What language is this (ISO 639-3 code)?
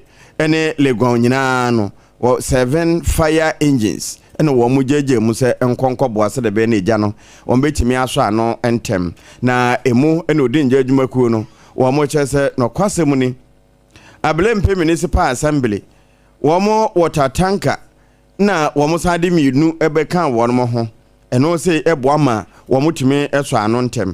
aka